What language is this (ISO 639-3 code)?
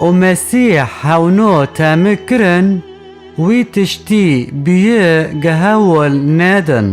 kur